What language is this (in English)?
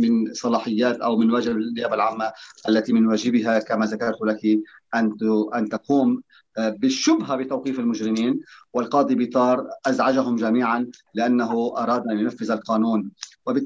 Arabic